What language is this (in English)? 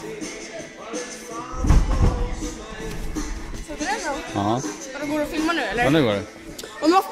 Swedish